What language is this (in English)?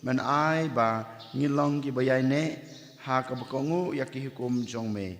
Khasi